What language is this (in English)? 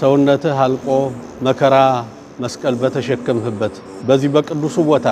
Amharic